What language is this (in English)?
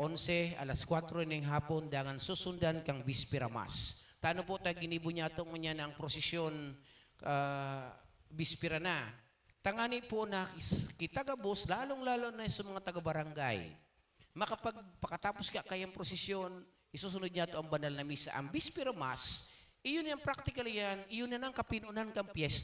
Bikol